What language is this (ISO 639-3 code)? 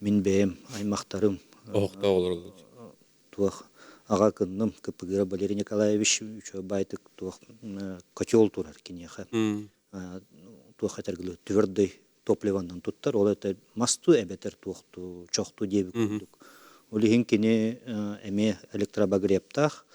sah